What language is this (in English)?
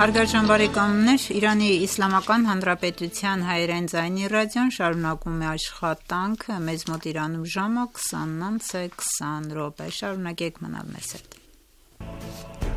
Armenian